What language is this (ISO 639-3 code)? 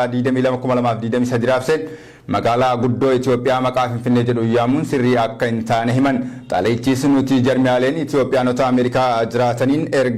orm